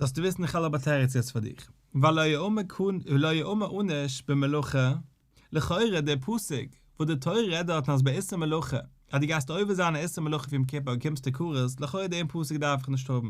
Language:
Yiddish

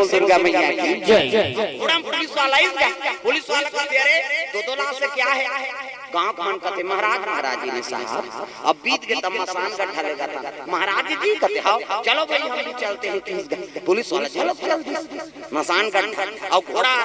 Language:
Chhattisgarhi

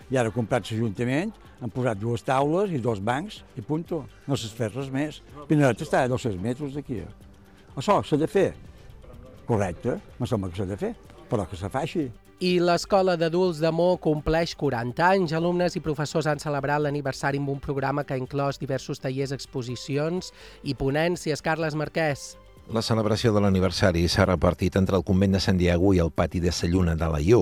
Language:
Catalan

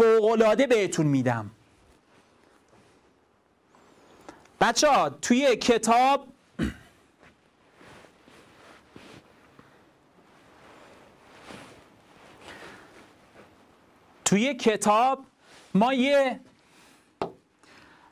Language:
Persian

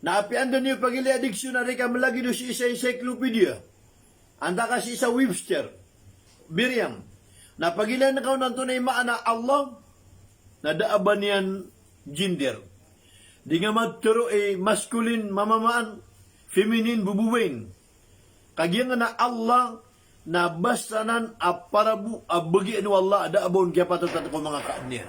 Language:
Maranao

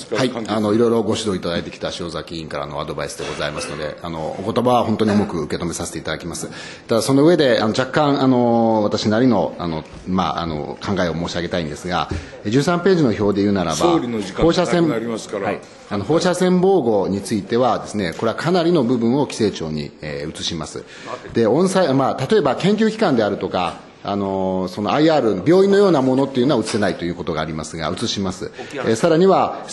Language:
Japanese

